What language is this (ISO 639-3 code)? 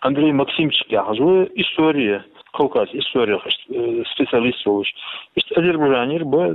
che